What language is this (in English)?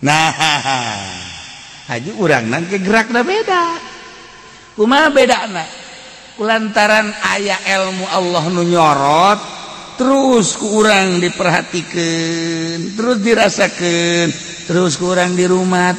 Sundanese